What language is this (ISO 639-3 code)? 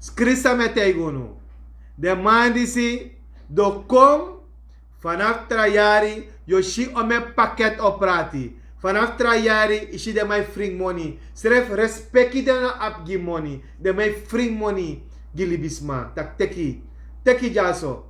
srn